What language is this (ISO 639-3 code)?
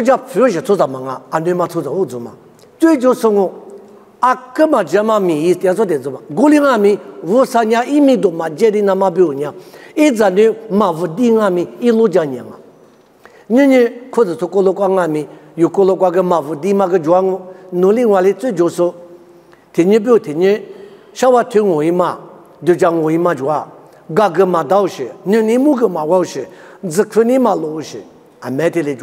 lis